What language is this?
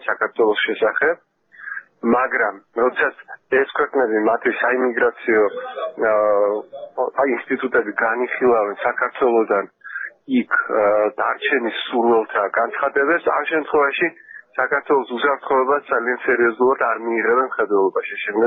Georgian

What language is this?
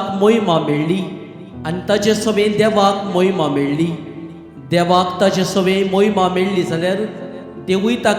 Konkani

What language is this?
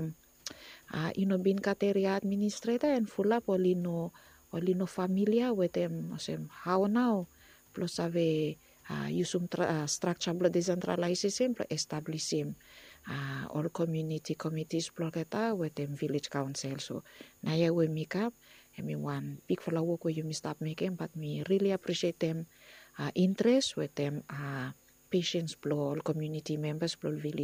Bislama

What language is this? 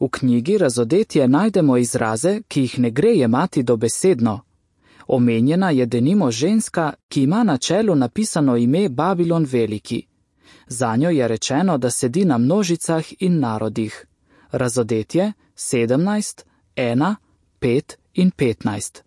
Slovenian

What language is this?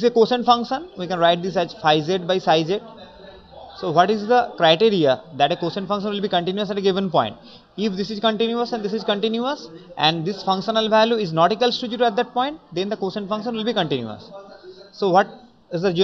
English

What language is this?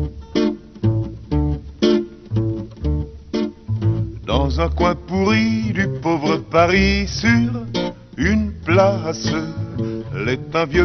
French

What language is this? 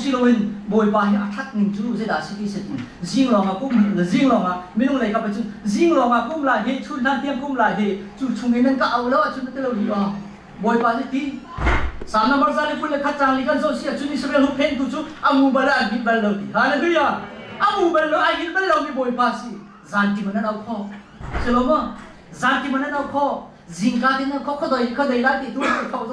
Hakha Chin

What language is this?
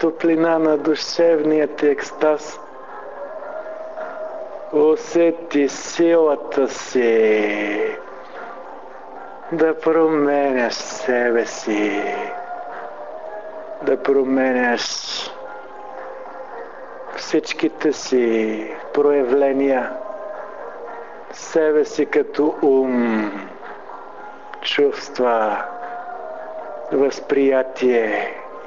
Bulgarian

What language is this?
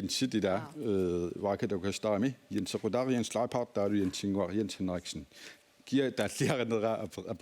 Kalaallisut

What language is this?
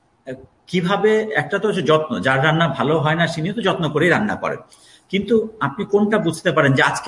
Bangla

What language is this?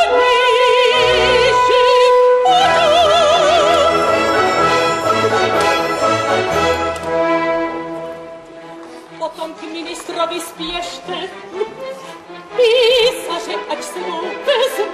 Czech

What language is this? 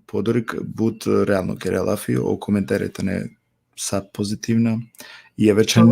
Balkan Romani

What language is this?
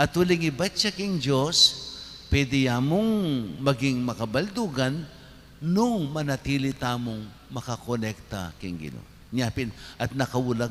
Pampanga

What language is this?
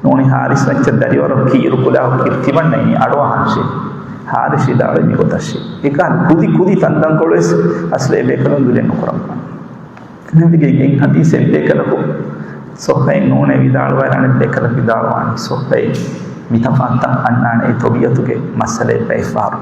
Divehi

